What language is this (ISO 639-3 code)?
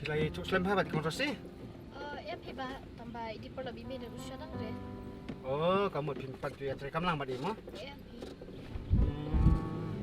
kha